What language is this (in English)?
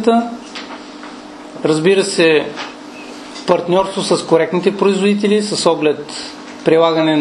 Bulgarian